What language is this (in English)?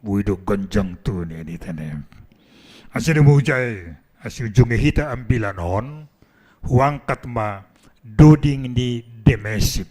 Batak Simalungun